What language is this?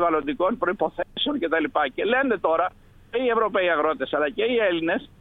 Greek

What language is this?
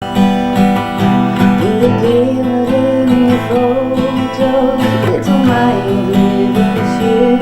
Western Frisian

